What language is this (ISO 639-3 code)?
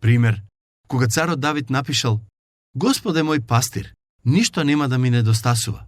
mkd